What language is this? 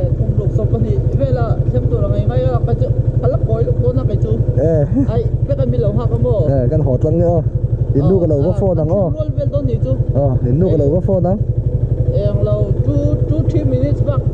Mizo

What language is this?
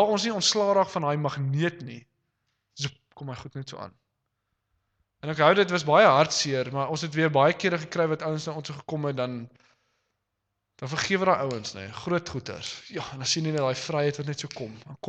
Afrikaans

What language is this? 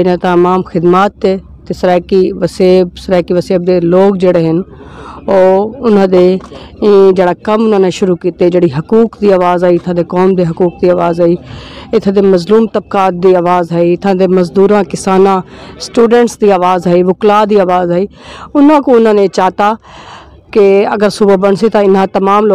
Saraiki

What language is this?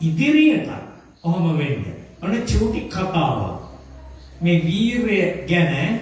Sinhala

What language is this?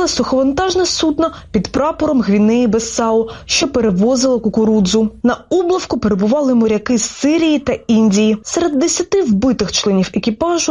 Ukrainian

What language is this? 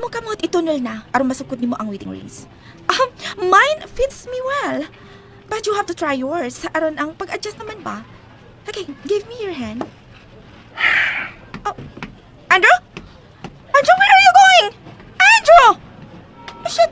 Cebuano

